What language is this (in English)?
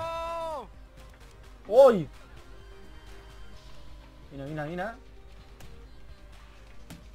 Catalan